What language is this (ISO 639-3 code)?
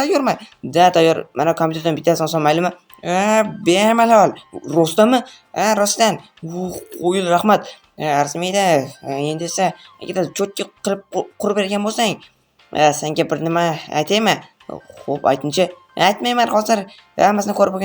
uzb